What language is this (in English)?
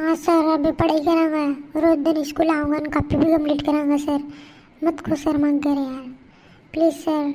Rajasthani